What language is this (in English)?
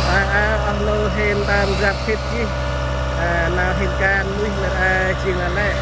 Central Mnong